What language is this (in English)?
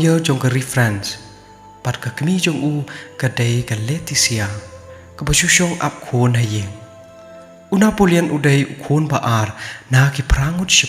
Khasi